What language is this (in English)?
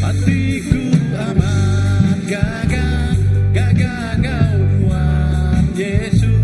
Iban